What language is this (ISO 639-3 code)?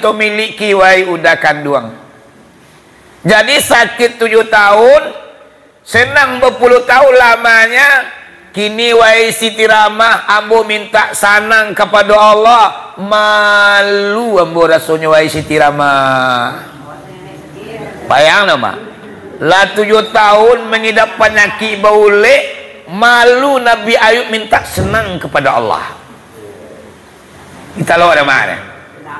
min